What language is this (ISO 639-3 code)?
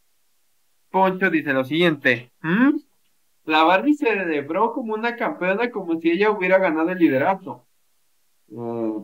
spa